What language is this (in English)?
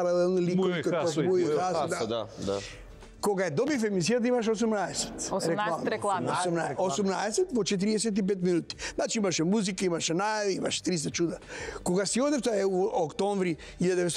Macedonian